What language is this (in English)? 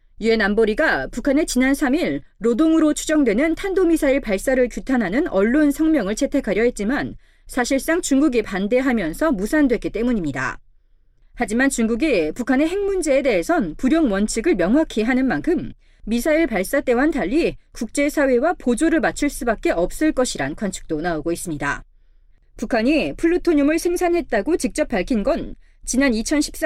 Korean